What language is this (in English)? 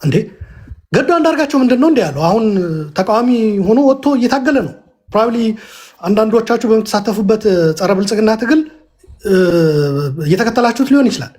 Amharic